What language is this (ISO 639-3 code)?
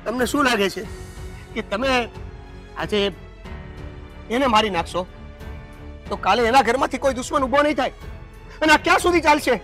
guj